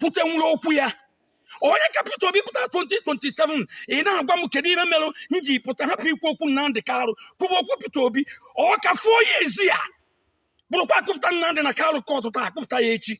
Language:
Igbo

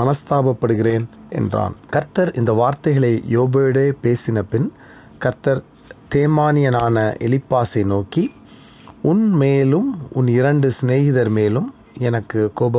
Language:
Tamil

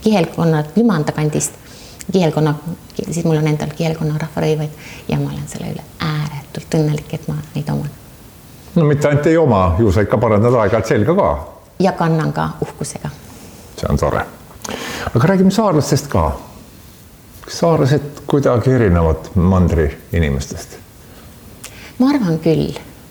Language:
Estonian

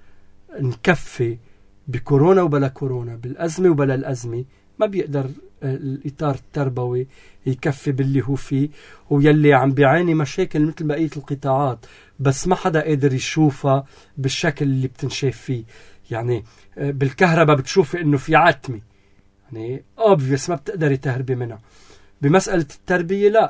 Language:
North Levantine Arabic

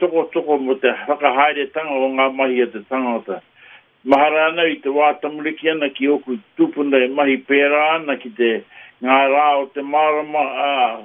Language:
Māori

